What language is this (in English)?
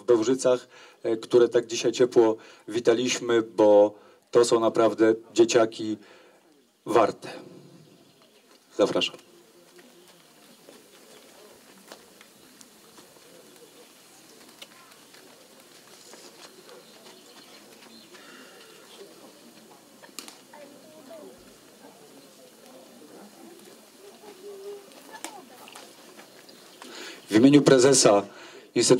Polish